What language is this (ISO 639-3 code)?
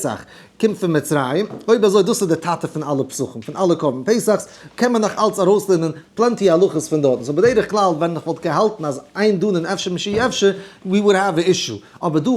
yid